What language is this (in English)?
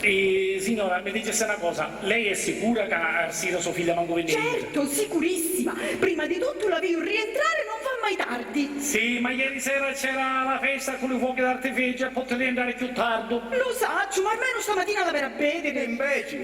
Sicilian